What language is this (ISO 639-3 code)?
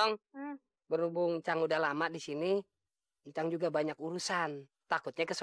bew